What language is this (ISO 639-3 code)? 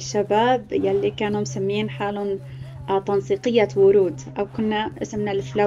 apc